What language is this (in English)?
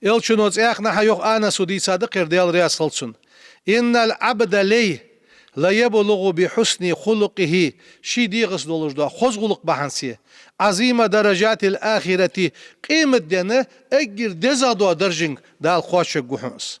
Ingush